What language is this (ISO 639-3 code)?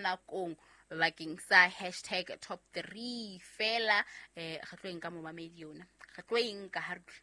sot